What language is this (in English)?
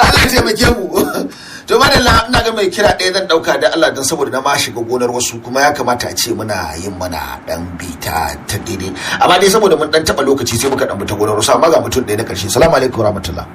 Hausa